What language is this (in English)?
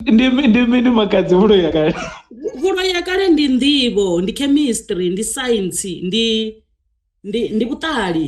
Venda